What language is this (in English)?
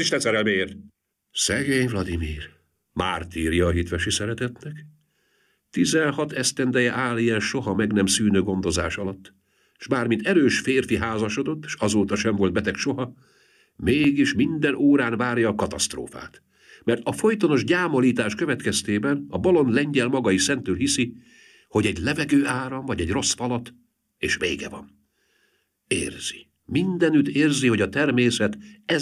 Hungarian